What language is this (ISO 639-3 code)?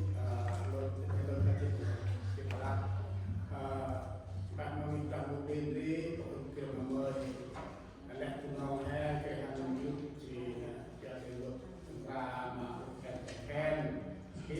cmo